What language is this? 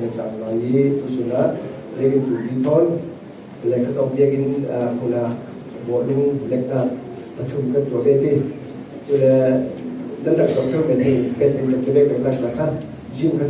Falam Chin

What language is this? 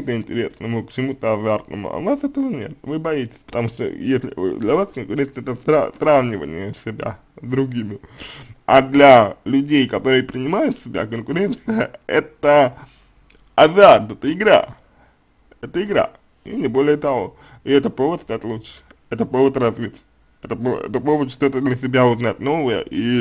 Russian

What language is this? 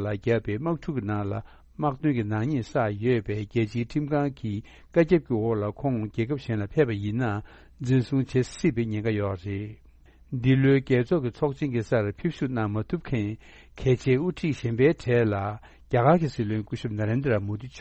Tibetan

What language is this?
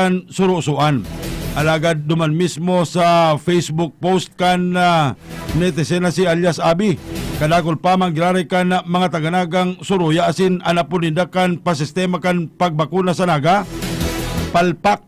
Bikol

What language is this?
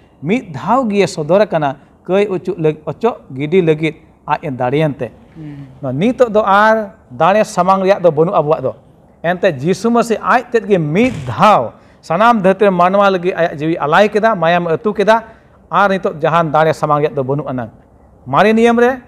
Santali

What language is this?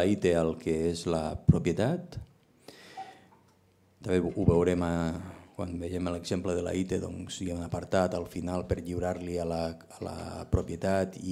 Catalan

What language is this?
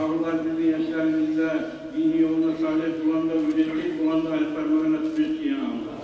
Kumyk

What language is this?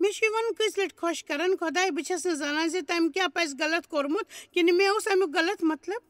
Kashmiri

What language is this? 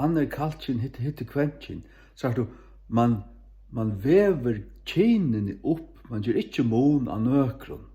Faroese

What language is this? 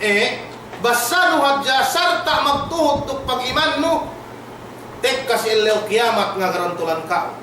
Yakan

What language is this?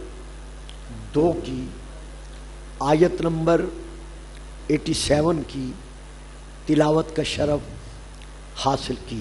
Urdu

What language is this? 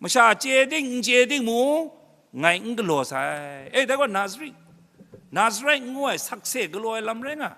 Kachin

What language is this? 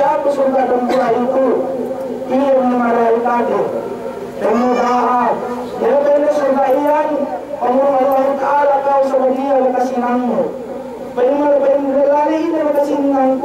Yakan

